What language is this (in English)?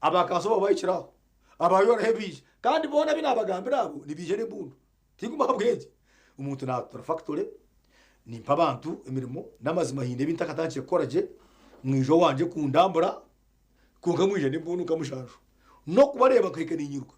Nyankole